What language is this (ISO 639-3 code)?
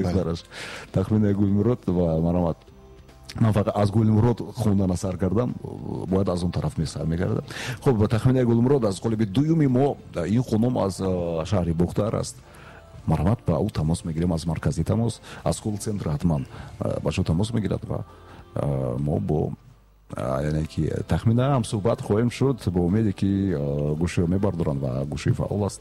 tgk